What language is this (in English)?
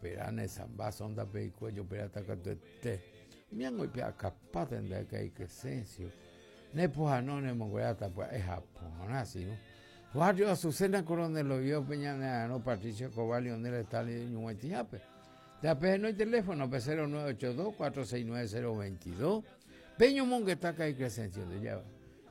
Guarani